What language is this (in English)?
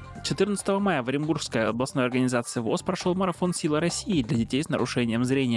Russian